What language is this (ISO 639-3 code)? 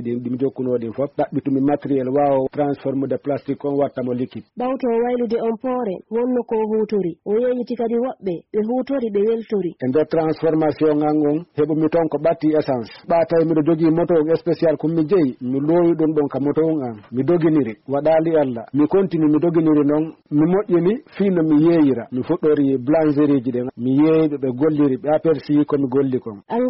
ful